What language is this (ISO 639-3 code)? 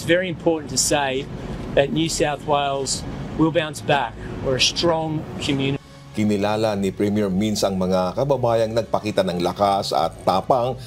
fil